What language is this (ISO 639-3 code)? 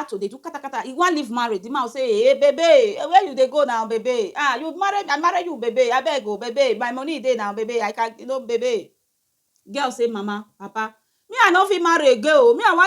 pcm